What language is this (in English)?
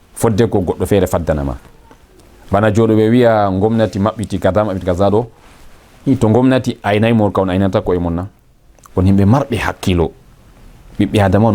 Fula